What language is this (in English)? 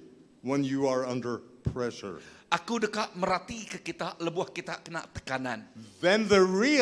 Iban